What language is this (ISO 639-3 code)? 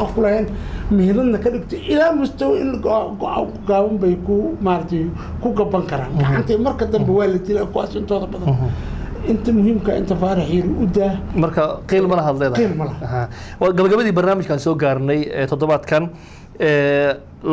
som